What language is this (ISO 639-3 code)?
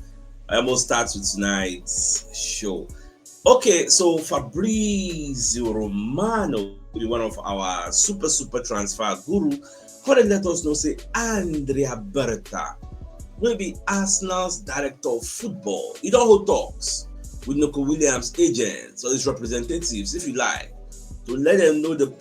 pcm